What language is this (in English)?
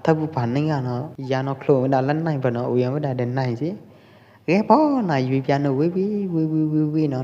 Pwo Eastern Karen